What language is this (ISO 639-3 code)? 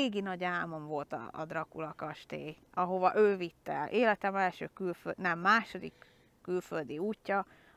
hun